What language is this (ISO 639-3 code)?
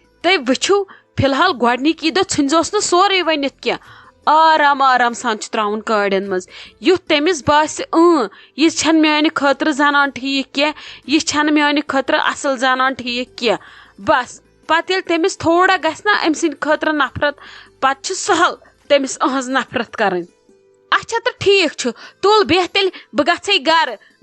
kas